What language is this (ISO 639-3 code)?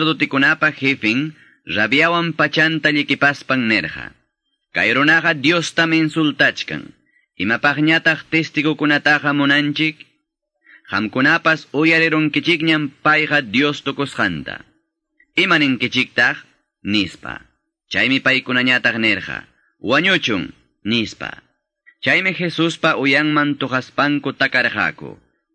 que